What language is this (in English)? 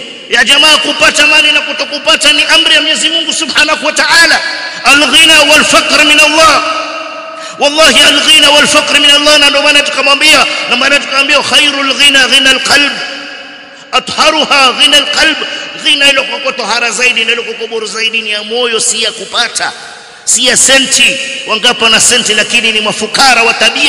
Swahili